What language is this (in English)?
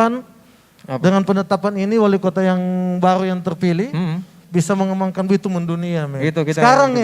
Manado Malay